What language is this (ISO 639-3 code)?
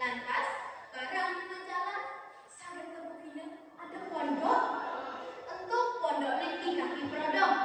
ban